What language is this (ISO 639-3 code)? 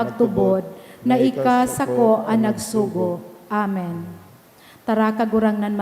bik